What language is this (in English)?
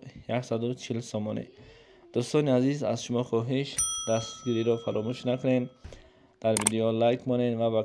Tajik